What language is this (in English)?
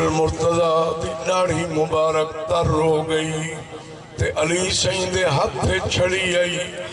Saraiki